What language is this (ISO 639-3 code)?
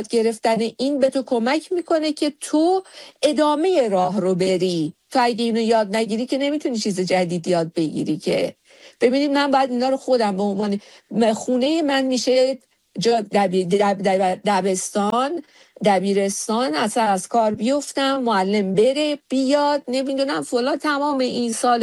fas